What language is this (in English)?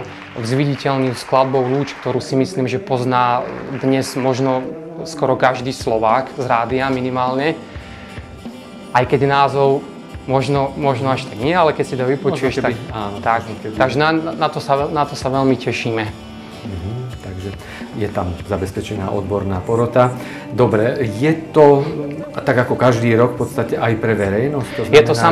Slovak